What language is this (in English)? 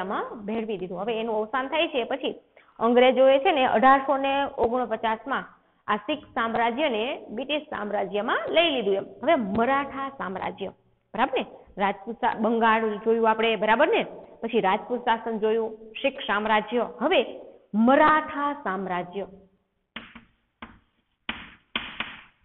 Gujarati